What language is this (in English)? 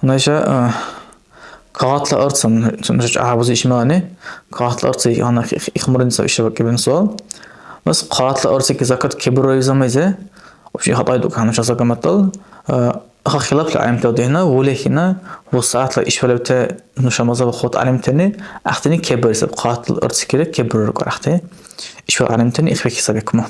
Dargwa